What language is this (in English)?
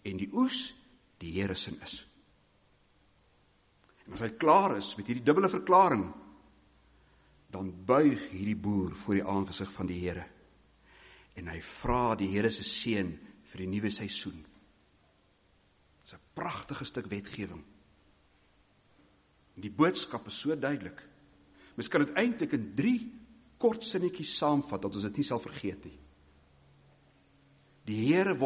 Afrikaans